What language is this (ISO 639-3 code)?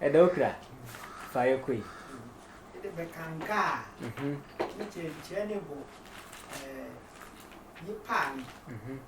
sfw